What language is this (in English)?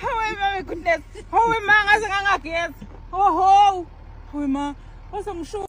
Zulu